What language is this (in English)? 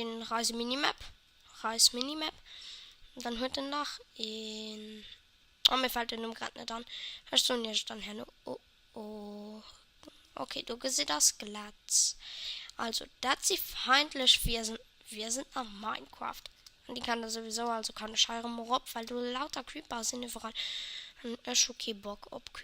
Luxembourgish